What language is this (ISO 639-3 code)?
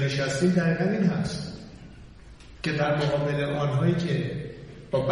fas